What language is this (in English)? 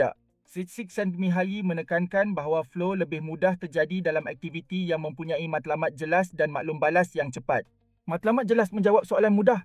Malay